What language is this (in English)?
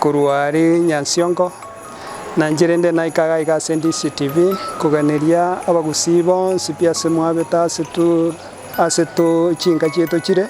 Gusii